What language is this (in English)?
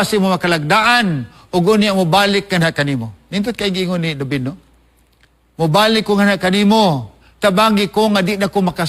Cebuano